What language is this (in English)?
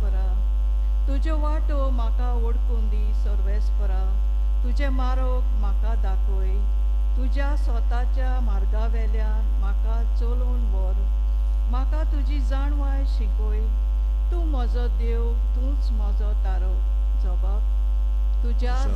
Konkani